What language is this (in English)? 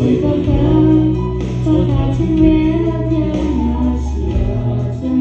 Hakha Chin